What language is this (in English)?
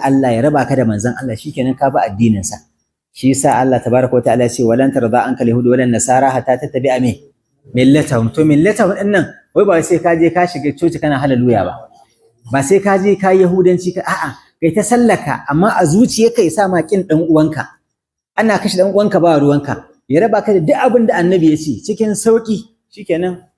Hausa